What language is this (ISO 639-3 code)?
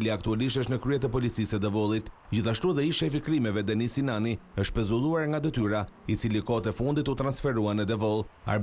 sqi